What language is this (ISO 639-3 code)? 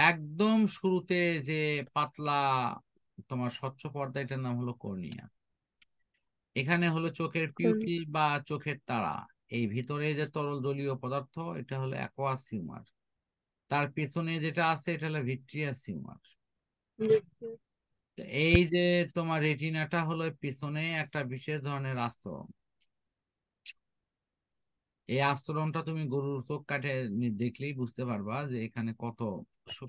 ben